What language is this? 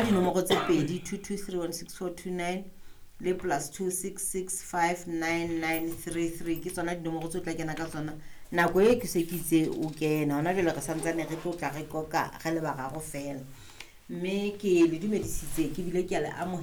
Southern Sotho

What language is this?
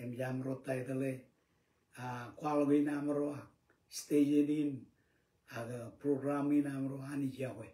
Marshallese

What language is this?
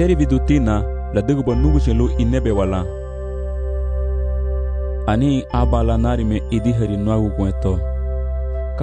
Garifuna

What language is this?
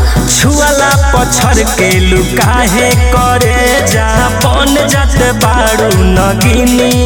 Bhojpuri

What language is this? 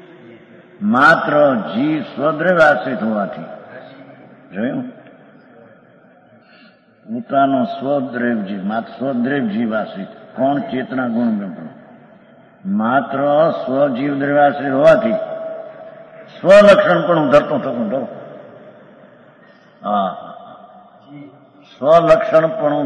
Gujarati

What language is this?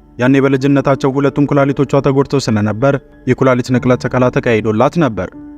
Amharic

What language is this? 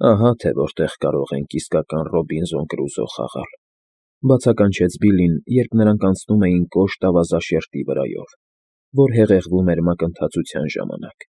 Armenian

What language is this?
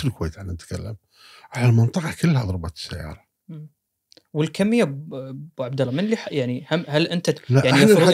Gulf Arabic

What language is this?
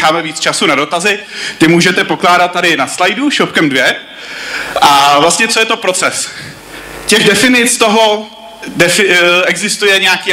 Czech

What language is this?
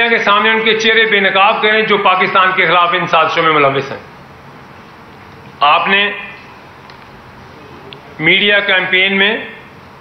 Urdu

